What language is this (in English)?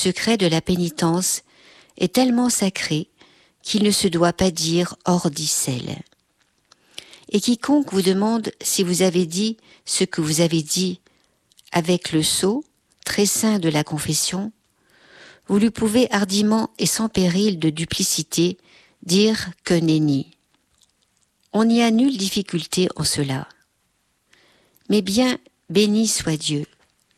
French